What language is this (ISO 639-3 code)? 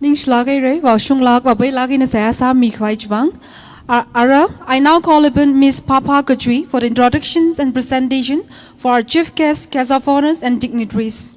nmf